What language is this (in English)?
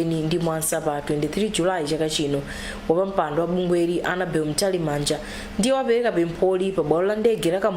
Nyanja